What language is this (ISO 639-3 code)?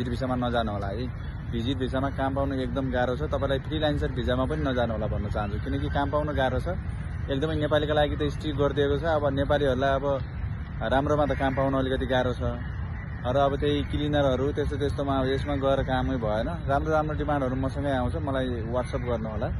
nep